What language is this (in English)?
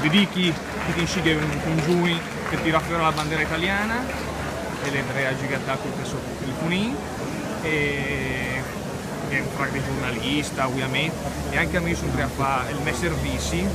Lombard